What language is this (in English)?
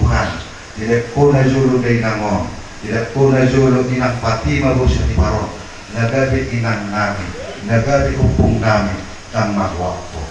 Batak Toba